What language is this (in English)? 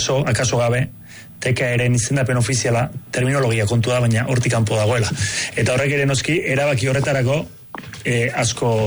Basque